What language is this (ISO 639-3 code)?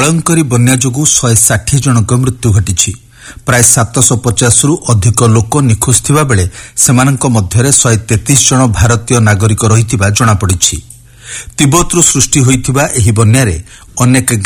ori